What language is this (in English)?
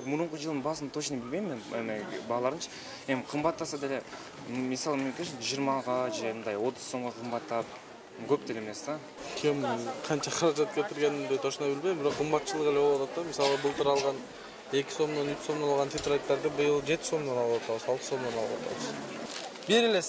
Kyrgyz